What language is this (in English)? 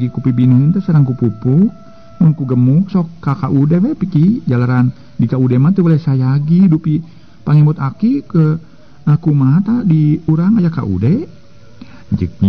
Sundanese